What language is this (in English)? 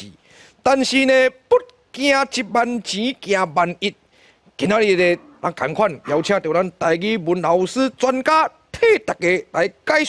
Min Nan Chinese